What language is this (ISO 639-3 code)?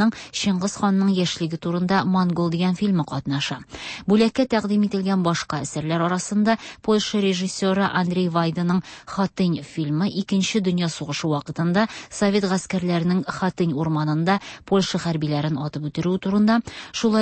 tat